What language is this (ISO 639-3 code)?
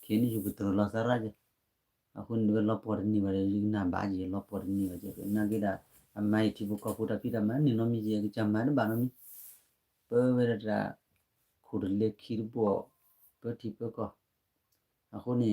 ksw